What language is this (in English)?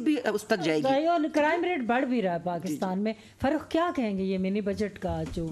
Urdu